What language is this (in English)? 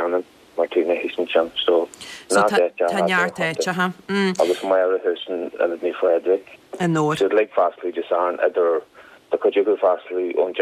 Irish